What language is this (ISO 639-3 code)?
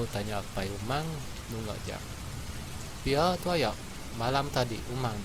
iba